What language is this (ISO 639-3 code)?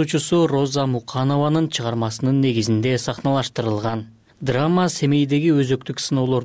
kir